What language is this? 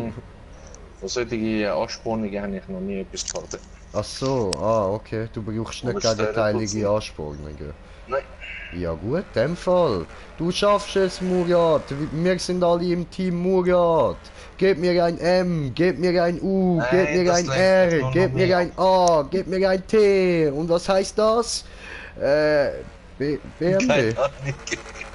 Swiss German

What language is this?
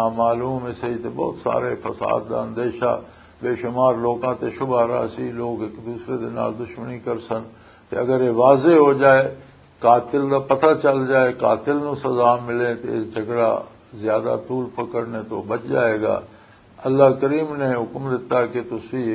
Western Panjabi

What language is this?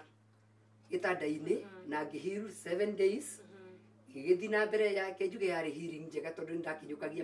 Kikuyu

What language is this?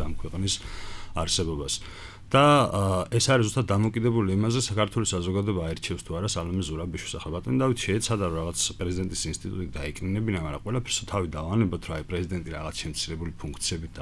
Georgian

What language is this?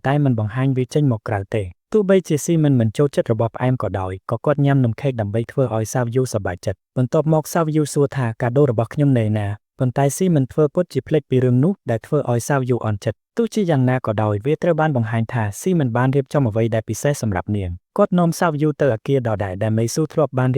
Khmer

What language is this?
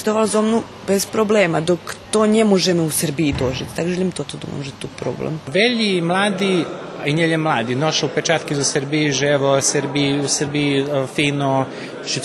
Rusyn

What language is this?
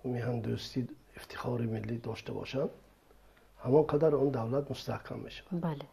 Tajik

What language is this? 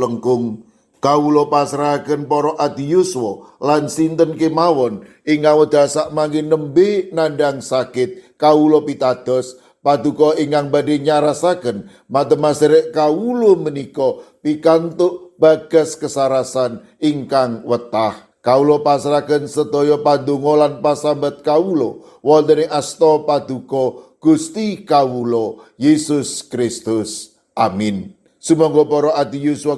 Javanese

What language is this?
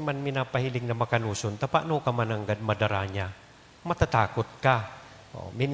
Bikol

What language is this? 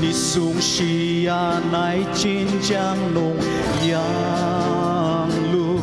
Ao Naga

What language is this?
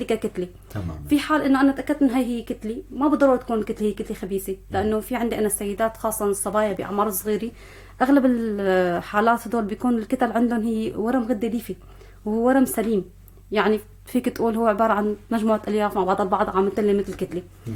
North Levantine Arabic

